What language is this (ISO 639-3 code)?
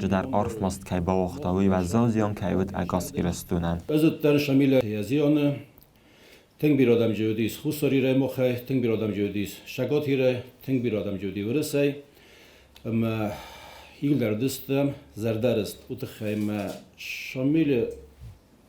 oss